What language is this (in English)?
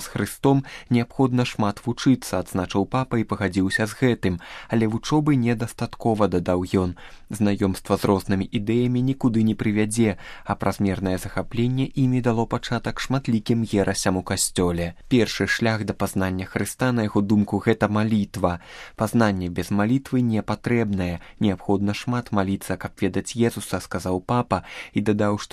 Belarusian